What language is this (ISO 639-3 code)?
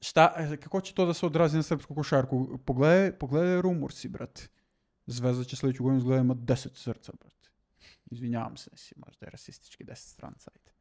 srp